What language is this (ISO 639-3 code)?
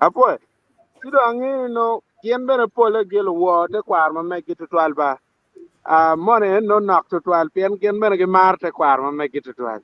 ach